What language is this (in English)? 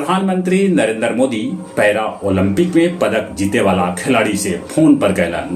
Magahi